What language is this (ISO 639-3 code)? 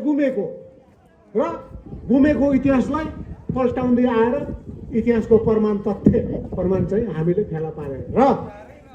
nep